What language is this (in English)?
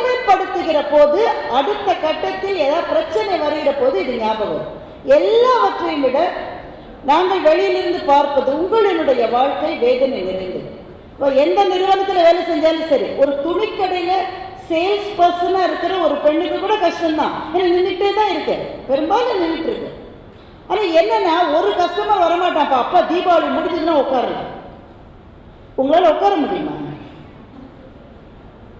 Tamil